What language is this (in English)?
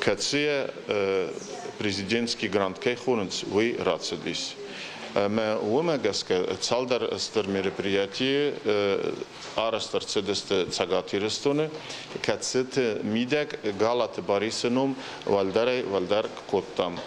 Ossetic